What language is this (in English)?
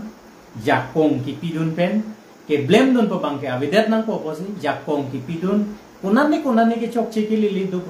Karbi